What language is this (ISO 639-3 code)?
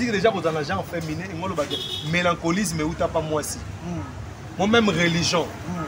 lin